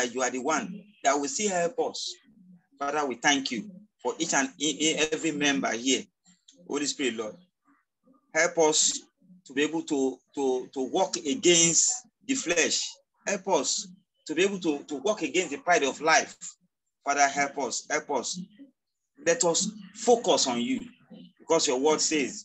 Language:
English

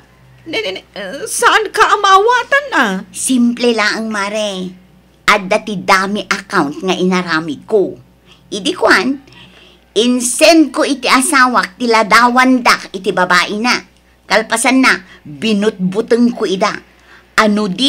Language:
Iloko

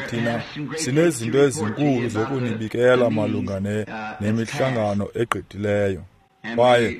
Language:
Xhosa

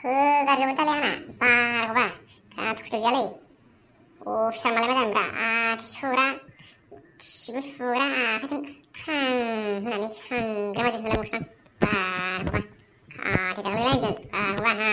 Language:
Bodo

